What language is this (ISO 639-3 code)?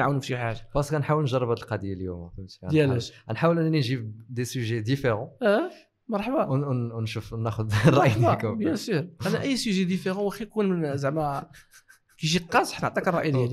ary